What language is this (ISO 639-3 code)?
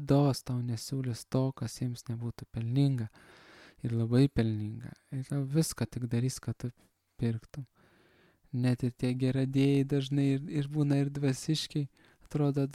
lit